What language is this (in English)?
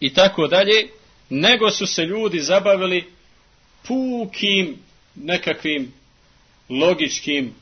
Bosnian